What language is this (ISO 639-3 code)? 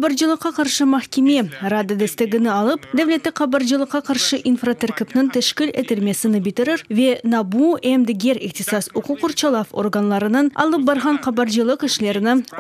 crh